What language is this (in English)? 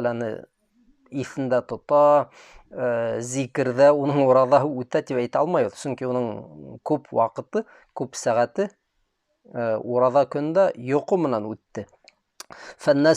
Bashkir